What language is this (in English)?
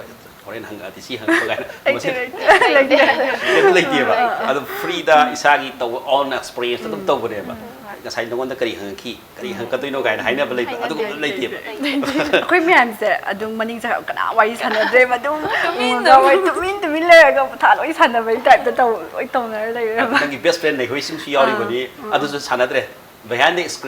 Manipuri